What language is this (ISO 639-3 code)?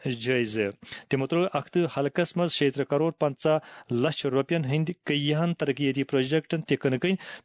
kas